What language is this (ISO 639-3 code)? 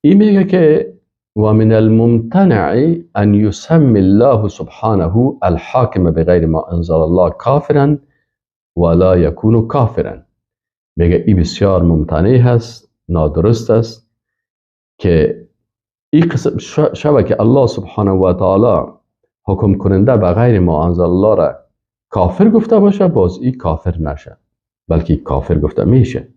fas